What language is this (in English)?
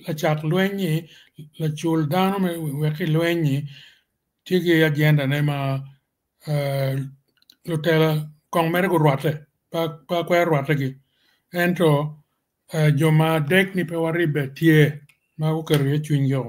Acoli